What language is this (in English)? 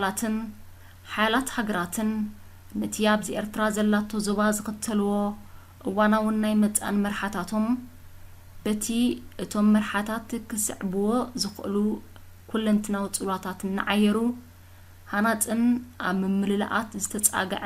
Tigrinya